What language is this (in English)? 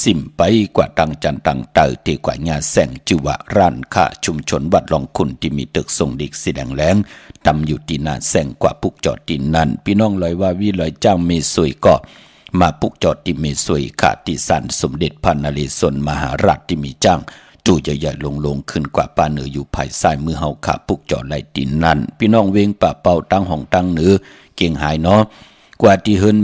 Shan